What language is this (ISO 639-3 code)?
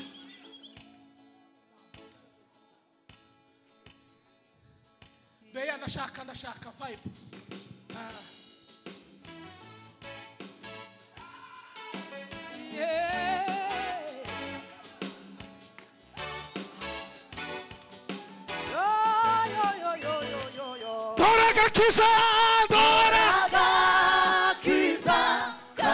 kin